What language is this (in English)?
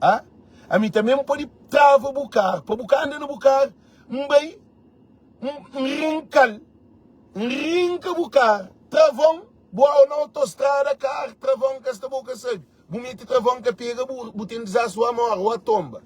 Kabuverdianu